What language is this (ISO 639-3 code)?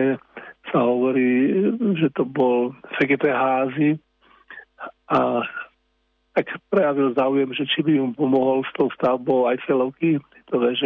slk